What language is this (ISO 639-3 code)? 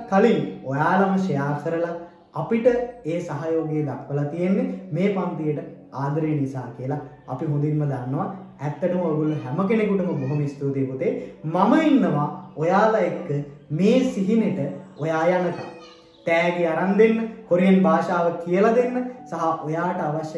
sin